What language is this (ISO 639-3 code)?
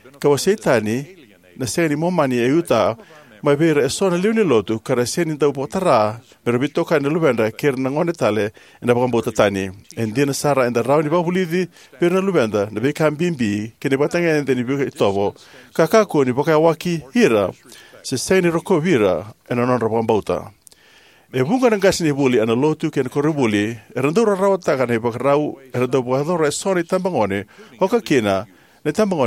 fij